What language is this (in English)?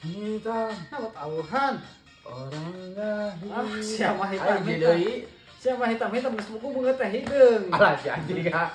Sundanese